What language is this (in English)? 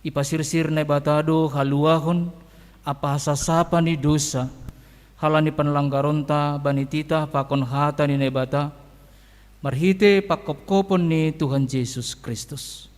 Batak Simalungun